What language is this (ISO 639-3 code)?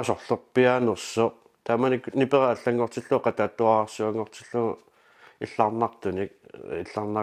kal